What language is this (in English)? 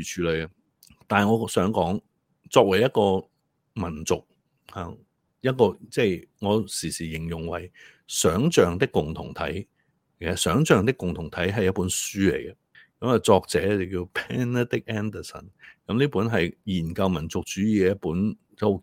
Cantonese